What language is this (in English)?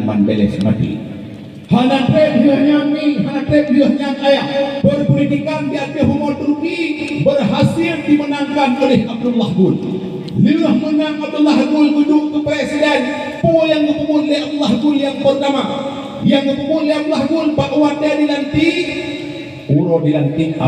Achinese